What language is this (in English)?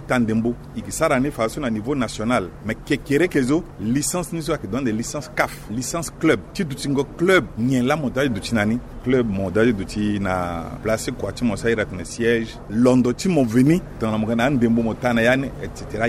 Sango